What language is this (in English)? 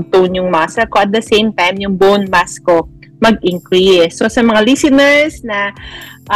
Filipino